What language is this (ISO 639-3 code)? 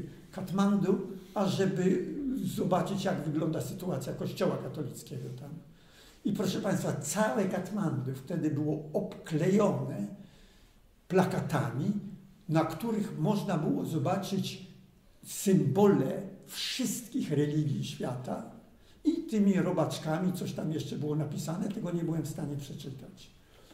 pol